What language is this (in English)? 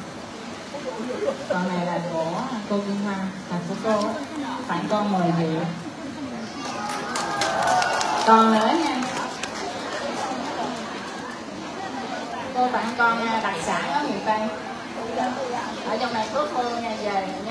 Vietnamese